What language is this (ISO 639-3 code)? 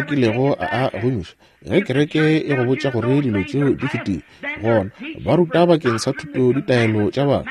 nso